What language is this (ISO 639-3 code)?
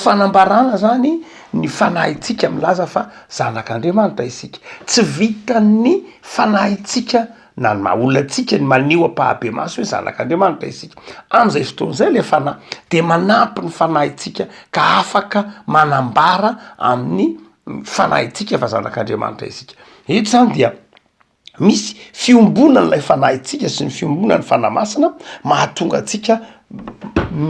mlg